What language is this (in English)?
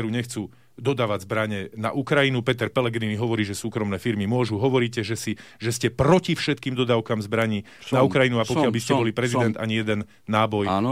Slovak